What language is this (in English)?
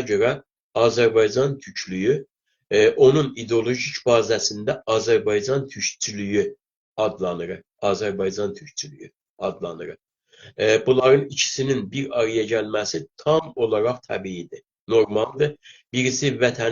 South Azerbaijani